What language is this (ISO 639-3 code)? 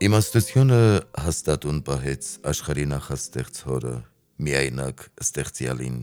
hye